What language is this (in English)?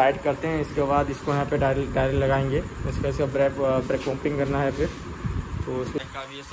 Hindi